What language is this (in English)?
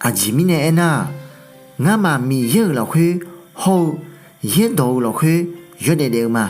Akha